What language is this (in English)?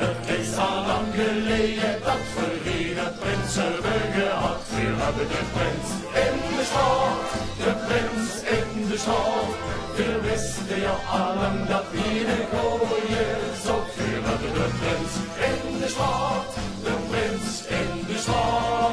Limburgish